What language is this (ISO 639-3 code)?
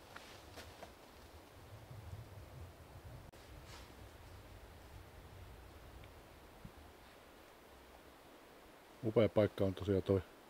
fin